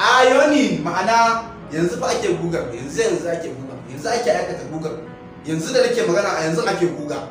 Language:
Hausa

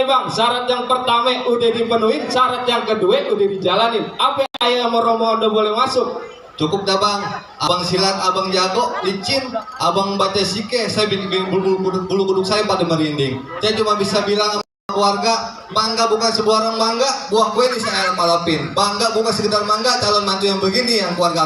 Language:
Betawi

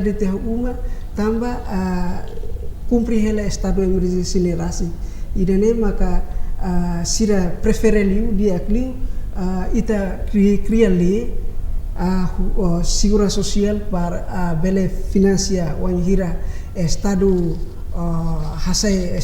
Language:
Tetum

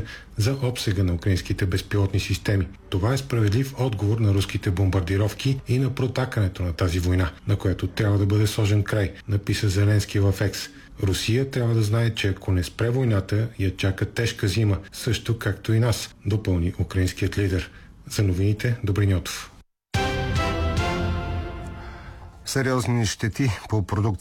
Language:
Bulgarian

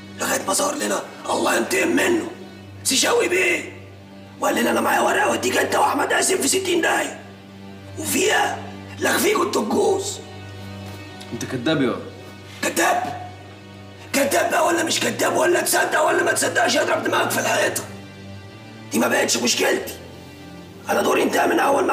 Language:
Egyptian Arabic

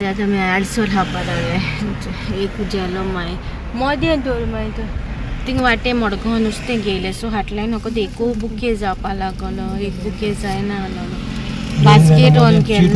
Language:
Konkani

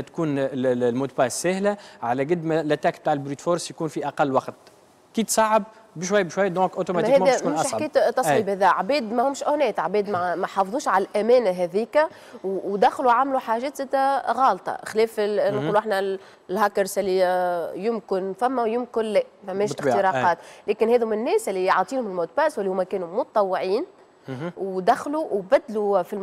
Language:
Tunisian Arabic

